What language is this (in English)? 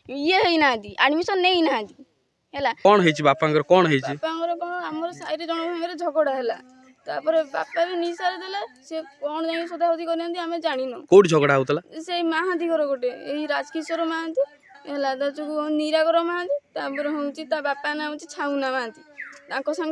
Odia